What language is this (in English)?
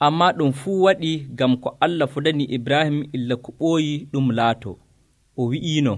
Nigerian Fulfulde